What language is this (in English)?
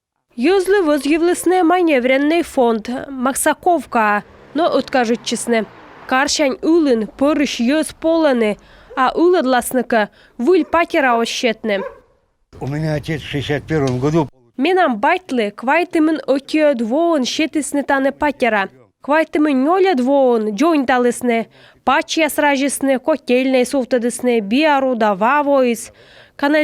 Komi